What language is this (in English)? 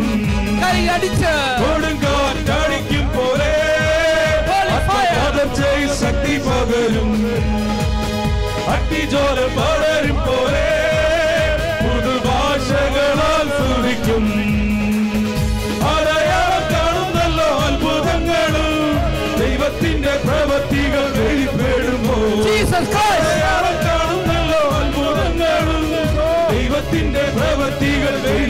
Malayalam